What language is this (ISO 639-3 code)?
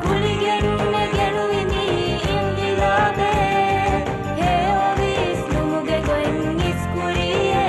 div